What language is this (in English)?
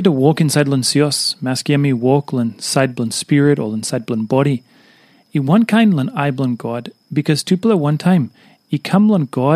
Tok Pisin